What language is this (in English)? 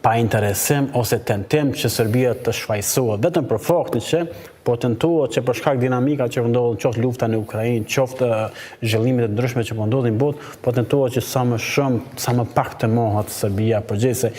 Albanian